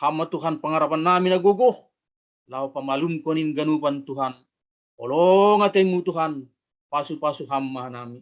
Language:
Batak Simalungun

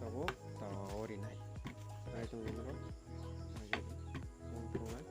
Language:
Kok Borok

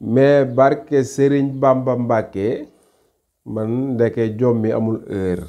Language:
Wolof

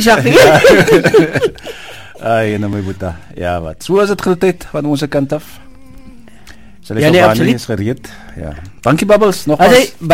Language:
Afrikaans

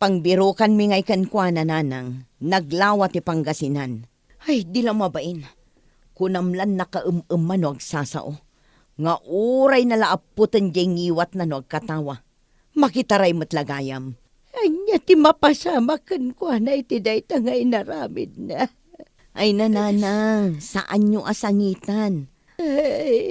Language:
Iloko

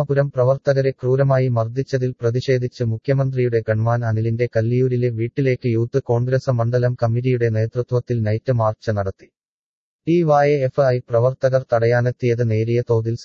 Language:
Malayalam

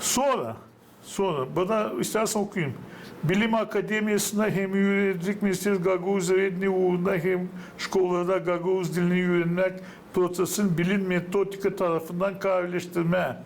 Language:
Gagauz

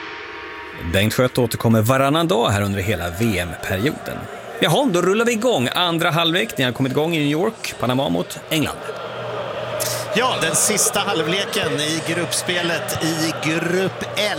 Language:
Swedish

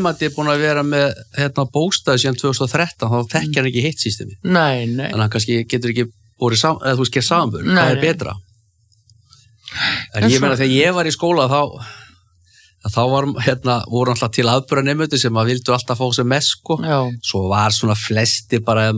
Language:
Icelandic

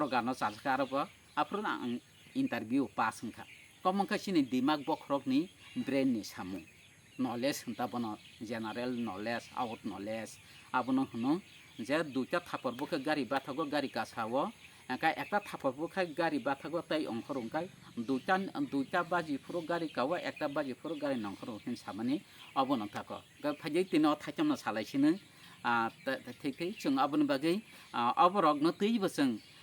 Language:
Kok Borok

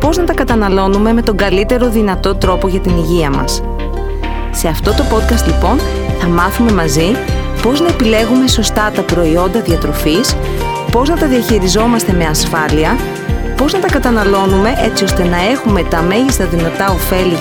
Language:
Greek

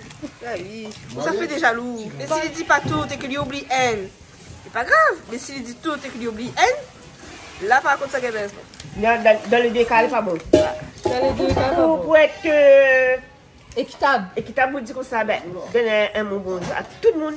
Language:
Réunion Creole French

